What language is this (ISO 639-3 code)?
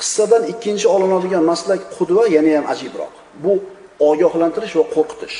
uzb